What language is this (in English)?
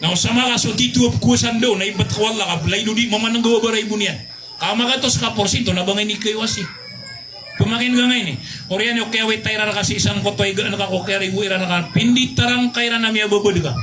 Maranao